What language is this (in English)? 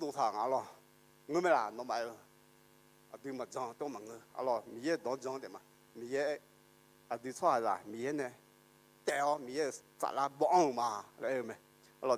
Akha